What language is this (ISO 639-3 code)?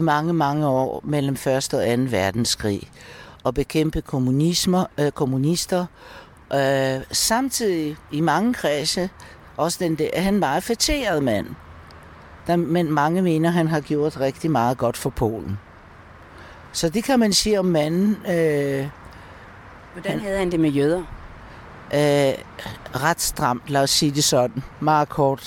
dan